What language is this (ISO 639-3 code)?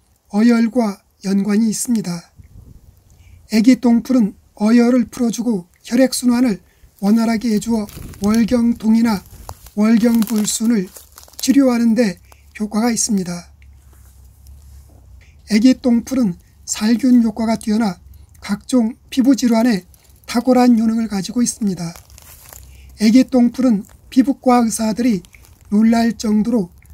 kor